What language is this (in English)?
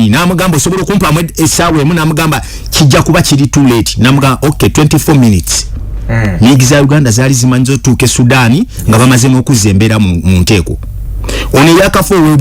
Ganda